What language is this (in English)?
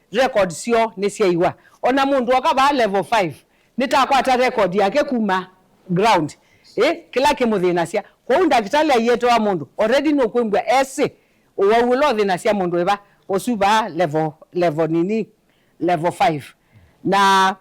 Kamba